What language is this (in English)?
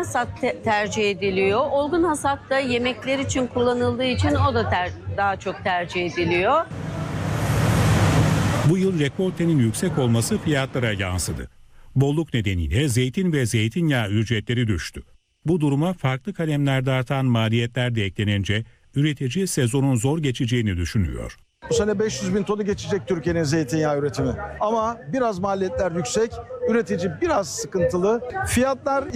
Turkish